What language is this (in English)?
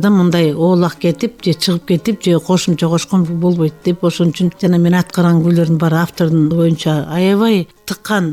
Kyrgyz